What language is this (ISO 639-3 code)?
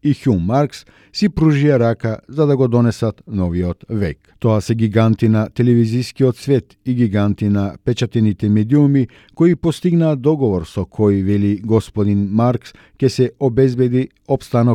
mkd